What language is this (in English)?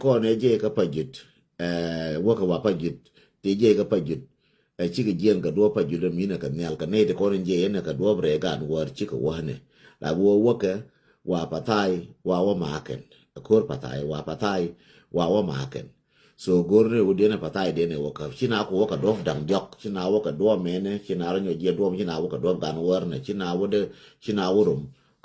Nuer